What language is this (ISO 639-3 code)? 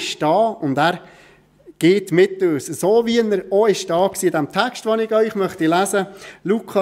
gsw